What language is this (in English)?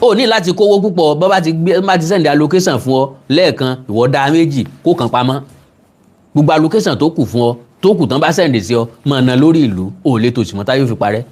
Yoruba